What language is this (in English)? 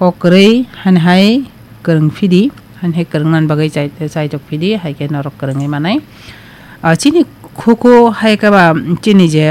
Kok Borok